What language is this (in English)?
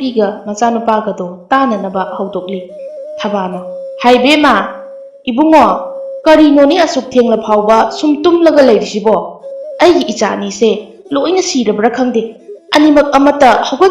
Manipuri